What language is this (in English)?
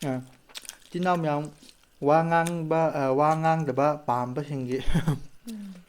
Manipuri